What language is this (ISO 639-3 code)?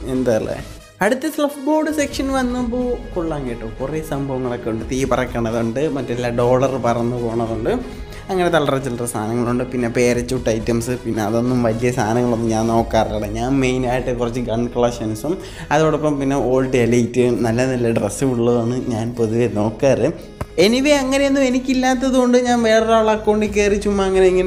mal